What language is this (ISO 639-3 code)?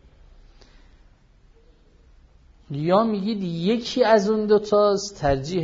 fas